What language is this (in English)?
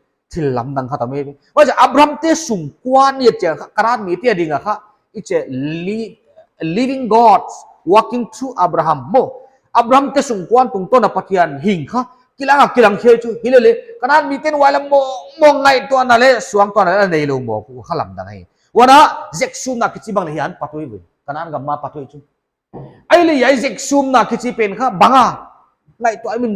Paite Chin